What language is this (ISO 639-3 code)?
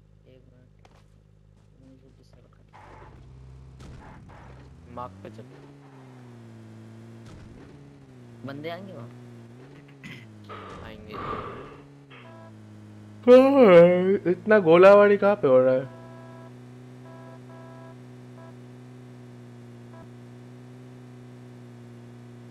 hin